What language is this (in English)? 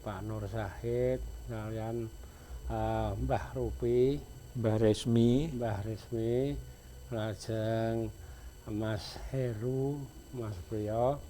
Javanese